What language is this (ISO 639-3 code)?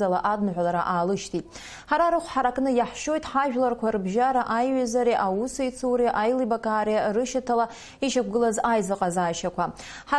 abk